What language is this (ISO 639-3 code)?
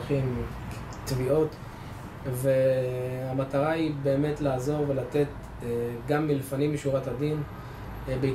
heb